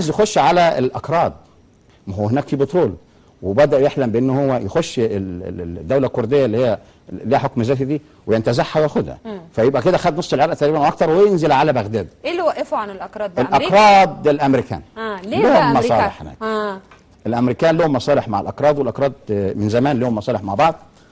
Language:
Egyptian Arabic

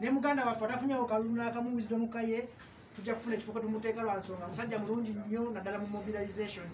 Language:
Ganda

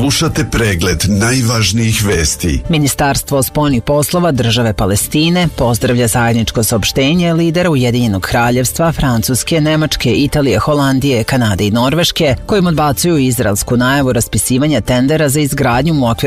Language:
Serbian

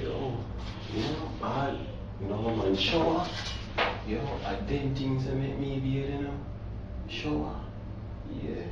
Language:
Jamaican Creole English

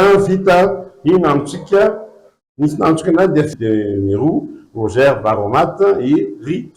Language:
Malagasy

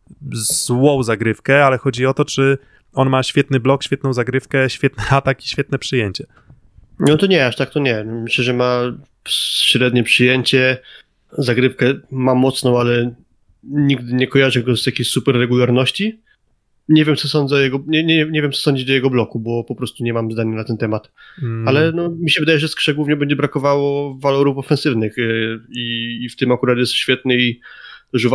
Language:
Polish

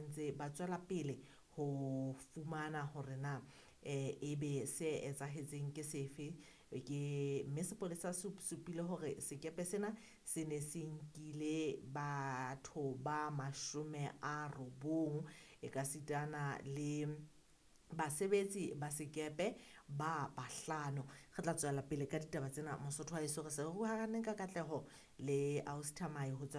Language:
Southern Sotho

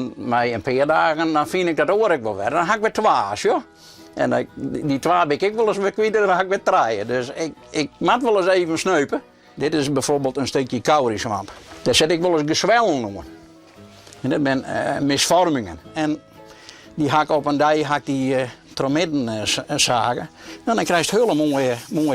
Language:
Western Frisian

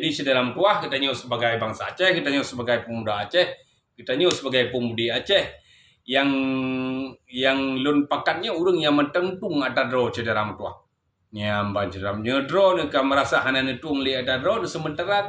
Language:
Achinese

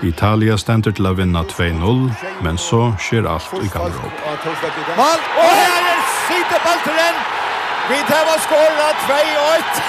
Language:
Faroese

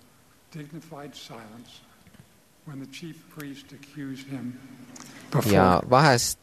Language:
Estonian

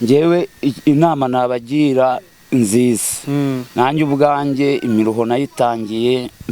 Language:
Kinyarwanda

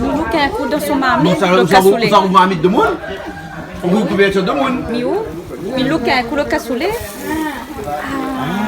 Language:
Réunion Creole French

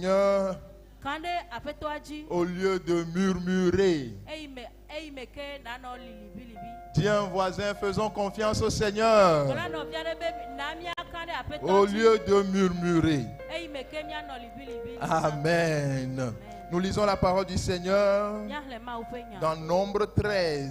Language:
Ewe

